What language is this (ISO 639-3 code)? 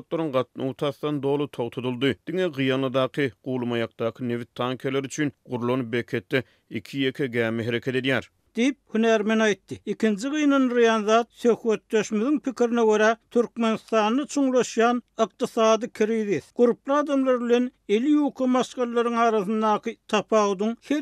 tuk